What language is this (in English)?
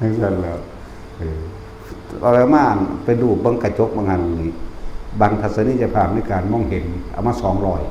Northeastern Thai